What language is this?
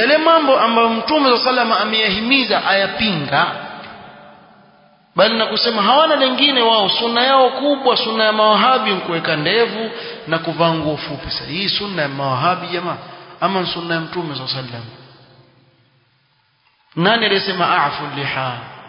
Swahili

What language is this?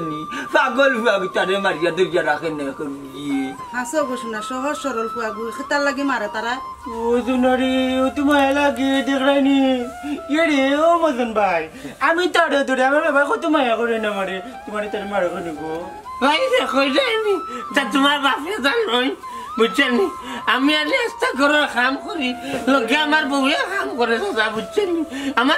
Sylheti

